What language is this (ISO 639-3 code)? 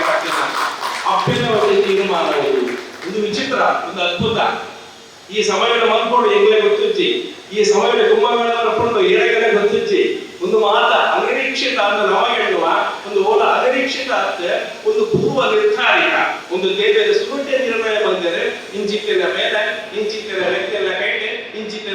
tcy